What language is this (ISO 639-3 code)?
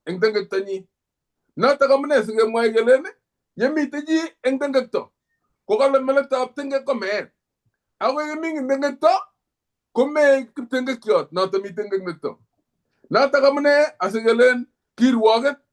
kln